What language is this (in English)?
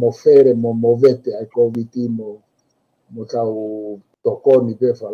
Tongan